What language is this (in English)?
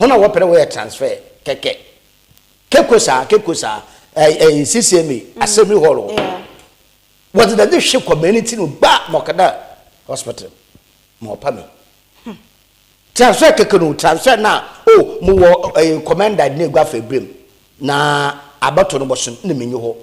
Akan